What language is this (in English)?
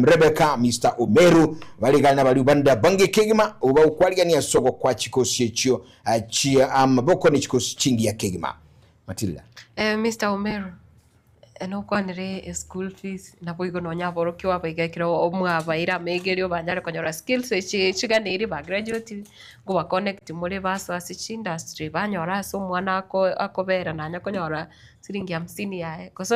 Gusii